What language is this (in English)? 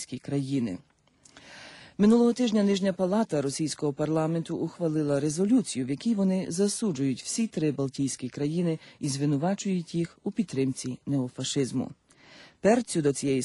Ukrainian